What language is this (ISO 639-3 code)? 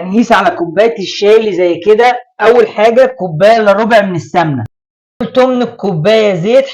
arz